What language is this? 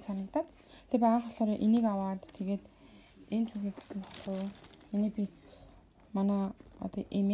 Mongolian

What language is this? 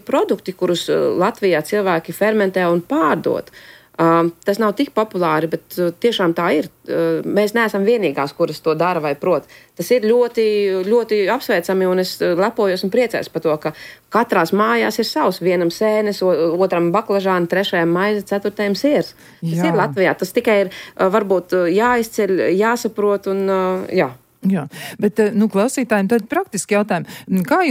Latvian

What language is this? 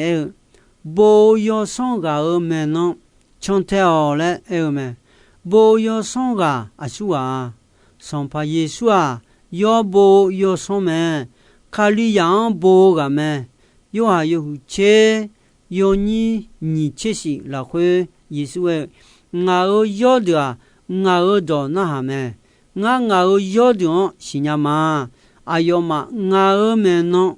Akha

